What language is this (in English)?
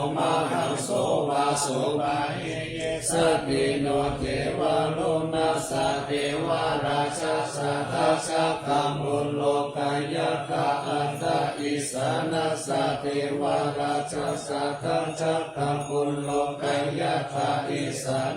Pali